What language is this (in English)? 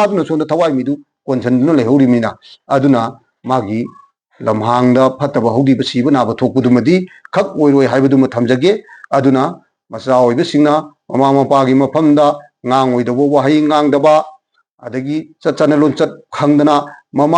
Manipuri